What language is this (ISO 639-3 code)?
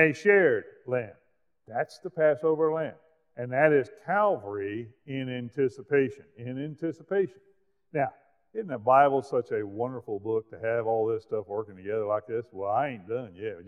eng